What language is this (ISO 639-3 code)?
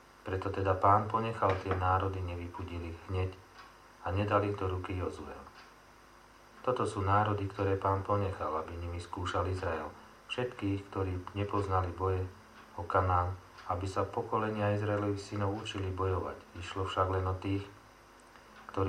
slk